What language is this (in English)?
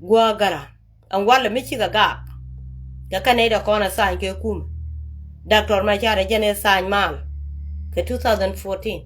Nuer